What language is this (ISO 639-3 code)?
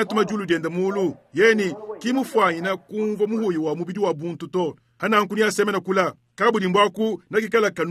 lua